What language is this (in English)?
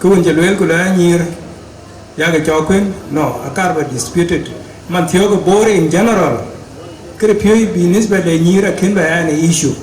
Dinka